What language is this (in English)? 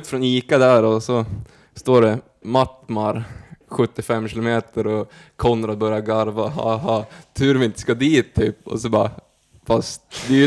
Swedish